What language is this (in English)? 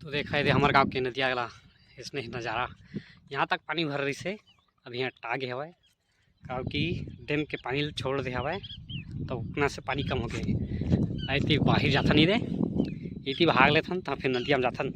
Chhattisgarhi